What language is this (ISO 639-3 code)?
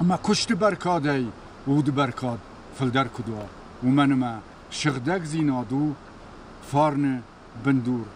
oss